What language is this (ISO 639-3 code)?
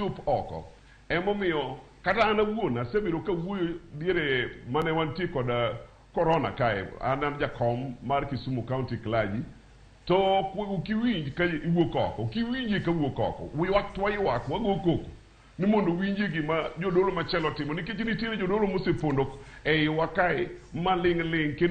luo